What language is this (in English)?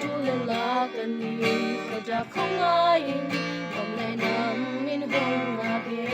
Tedim Chin